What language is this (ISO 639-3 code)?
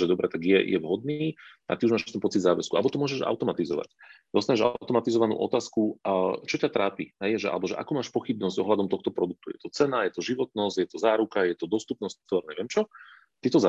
slk